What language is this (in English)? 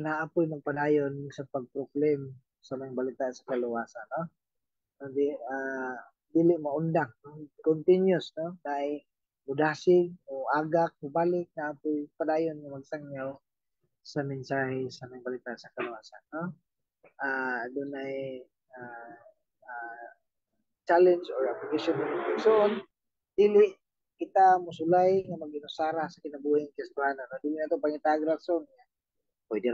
Cebuano